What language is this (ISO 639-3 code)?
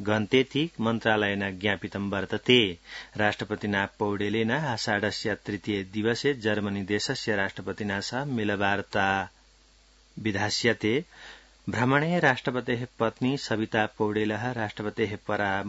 san